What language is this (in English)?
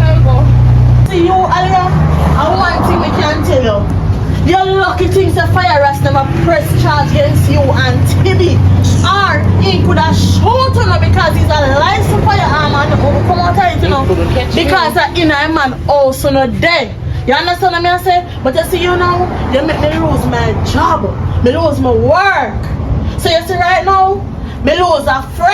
Jamaican Creole English